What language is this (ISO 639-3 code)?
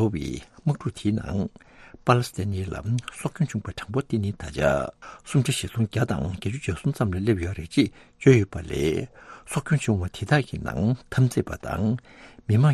bod